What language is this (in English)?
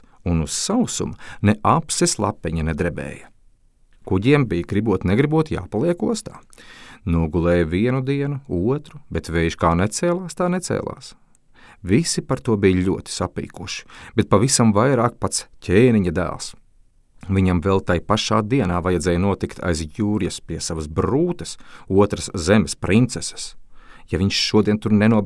Latvian